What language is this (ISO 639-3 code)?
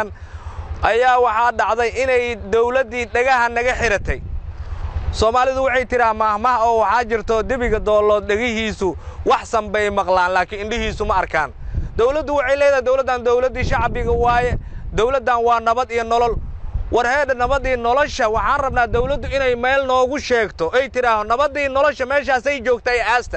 som